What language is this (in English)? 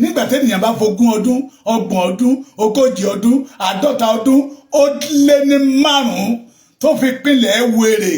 Yoruba